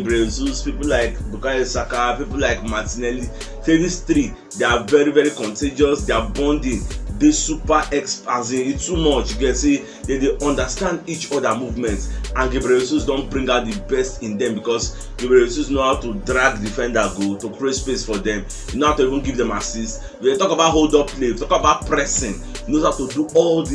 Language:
Nigerian Pidgin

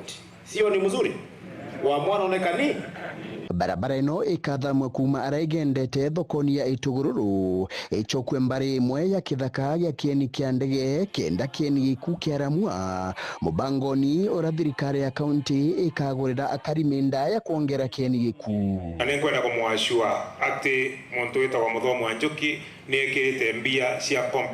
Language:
Meru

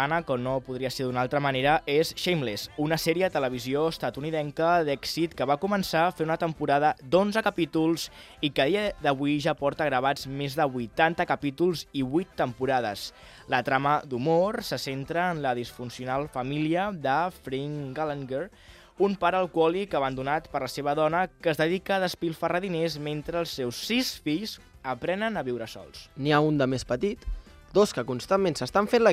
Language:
Catalan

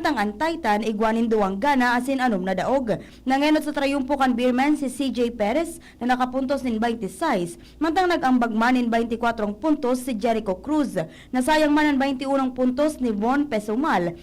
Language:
Bikol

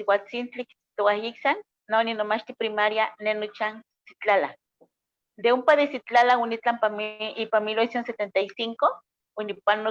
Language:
Eastern Huasteca Nahuatl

